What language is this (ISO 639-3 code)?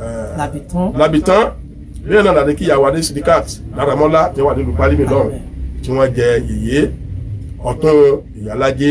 yor